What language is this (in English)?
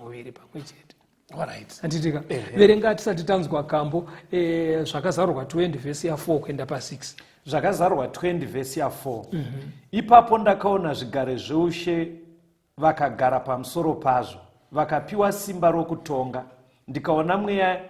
Shona